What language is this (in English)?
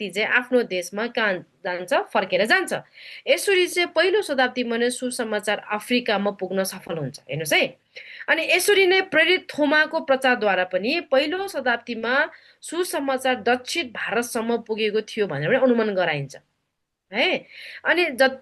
Nepali